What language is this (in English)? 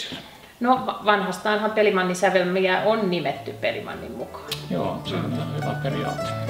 Finnish